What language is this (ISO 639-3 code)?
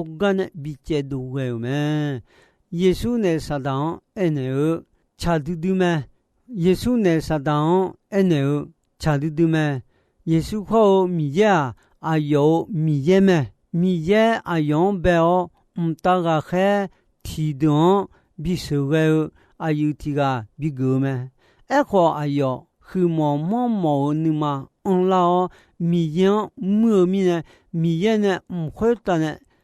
ahk